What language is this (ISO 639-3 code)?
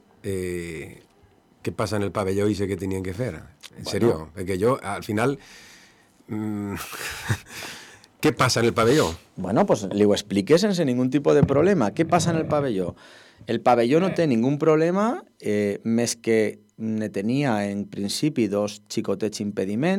cat